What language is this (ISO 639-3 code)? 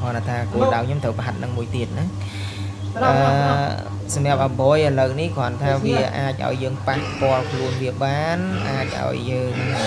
khm